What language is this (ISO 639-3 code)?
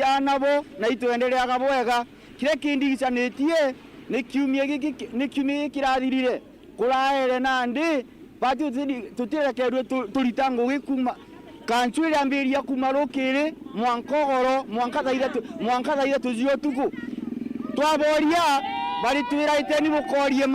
mer